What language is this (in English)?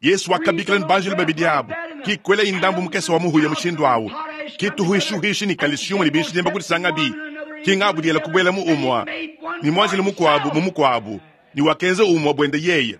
Luba-Lulua